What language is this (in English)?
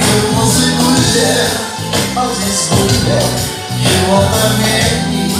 Crimean Tatar